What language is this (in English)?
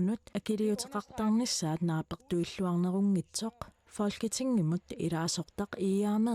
Kalaallisut